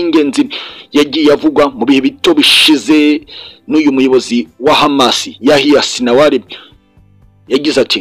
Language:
Kinyarwanda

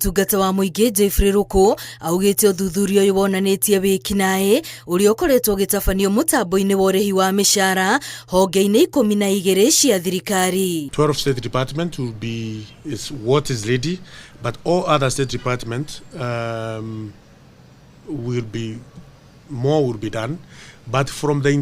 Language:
Kikuyu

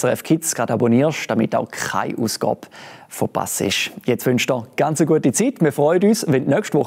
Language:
Swiss German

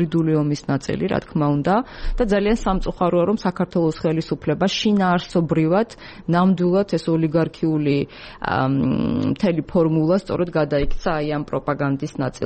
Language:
Georgian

